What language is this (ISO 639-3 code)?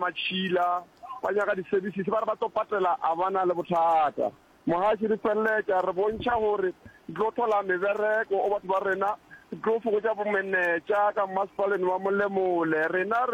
nso